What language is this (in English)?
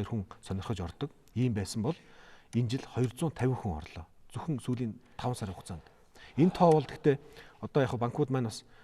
Mongolian